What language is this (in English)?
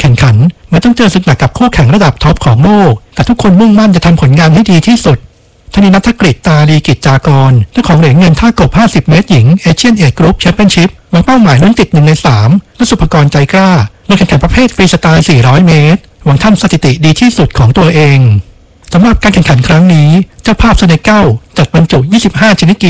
Thai